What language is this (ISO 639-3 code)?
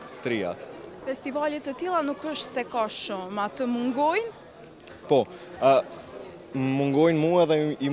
sqi